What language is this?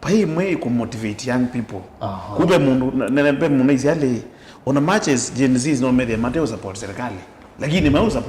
Kamba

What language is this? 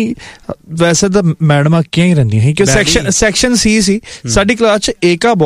Punjabi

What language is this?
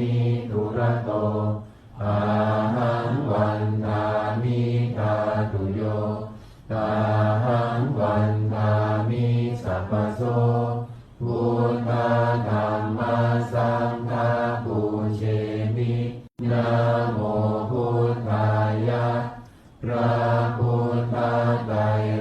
Pali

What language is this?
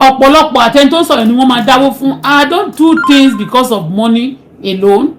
Yoruba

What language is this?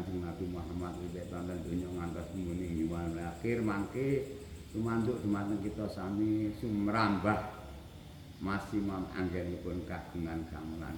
Javanese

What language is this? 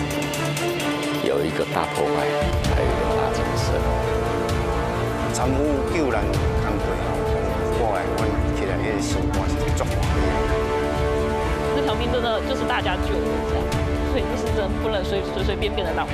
Min Nan Chinese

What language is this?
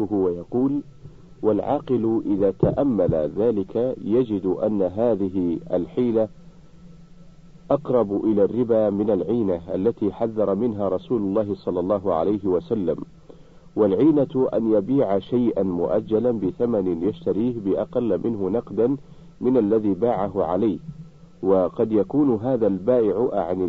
Arabic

